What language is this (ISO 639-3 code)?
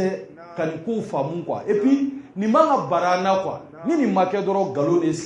bam